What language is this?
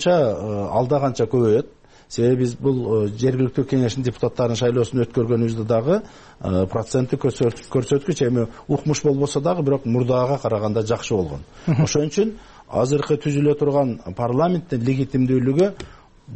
Kyrgyz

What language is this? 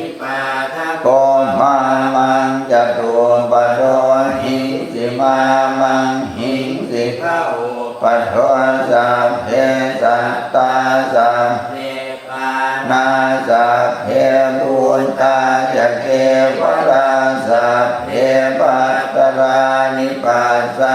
Pali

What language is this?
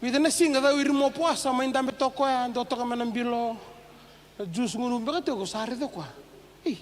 Fijian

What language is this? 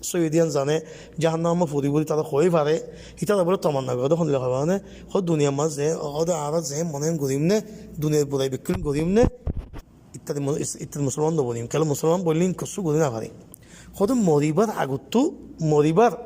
Rohingya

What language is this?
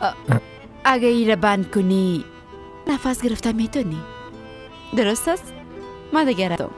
Persian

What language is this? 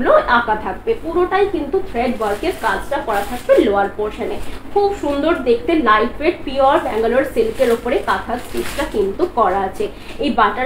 Bangla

